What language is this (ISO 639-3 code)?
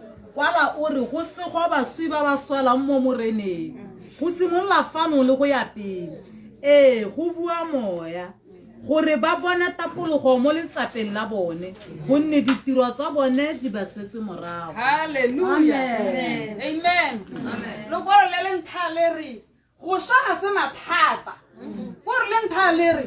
tsn